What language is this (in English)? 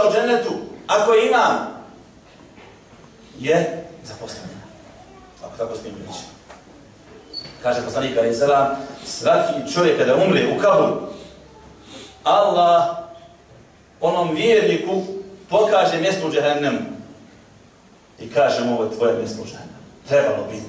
Bosnian